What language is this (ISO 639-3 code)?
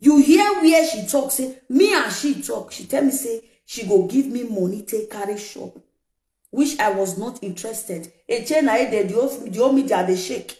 pcm